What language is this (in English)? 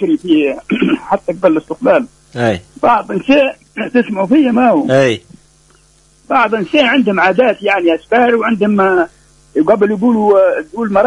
Tunisian Arabic